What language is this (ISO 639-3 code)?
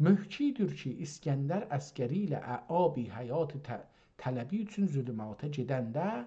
azb